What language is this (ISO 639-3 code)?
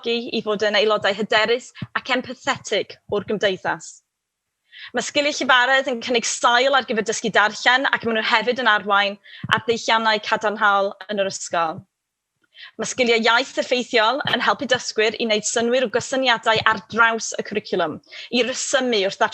cym